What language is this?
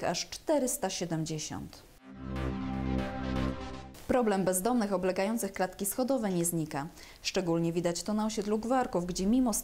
Polish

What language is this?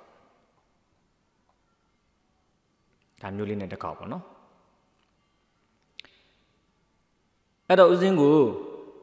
Burmese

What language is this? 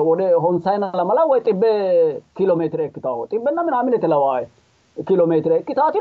Sidamo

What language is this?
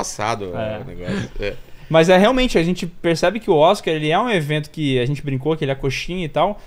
Portuguese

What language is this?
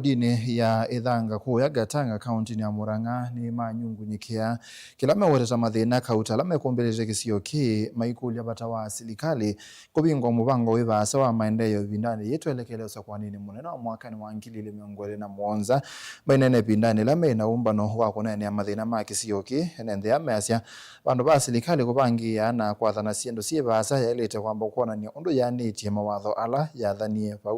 Kamba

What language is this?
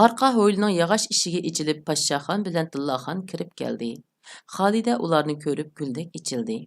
Uyghur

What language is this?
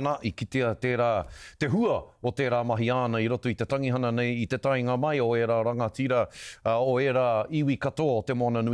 Māori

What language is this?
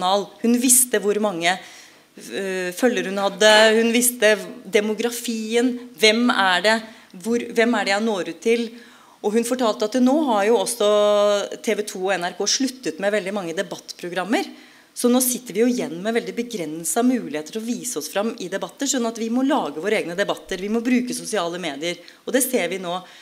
Norwegian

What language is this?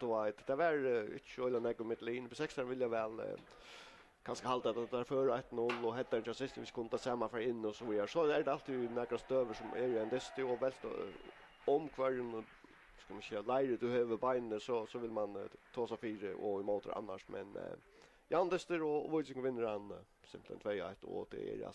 Faroese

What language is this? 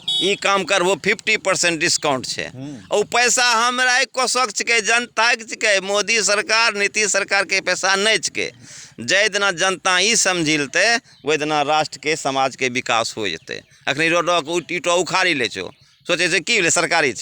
Angika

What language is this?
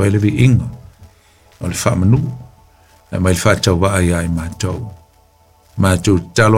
Samoan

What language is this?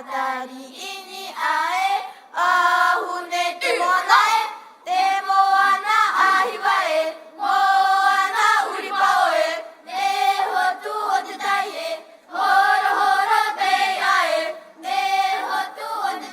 Tahitian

